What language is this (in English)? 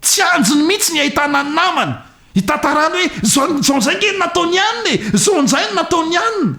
Malagasy